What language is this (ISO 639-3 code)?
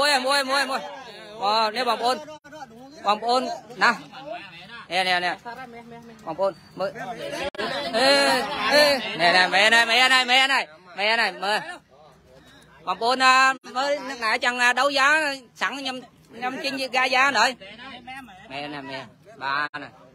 vie